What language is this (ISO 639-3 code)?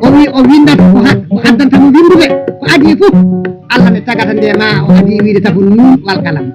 ful